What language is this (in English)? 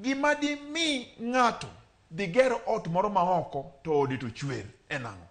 Luo (Kenya and Tanzania)